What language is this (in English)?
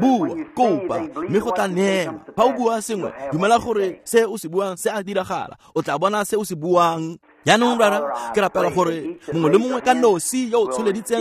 Tswana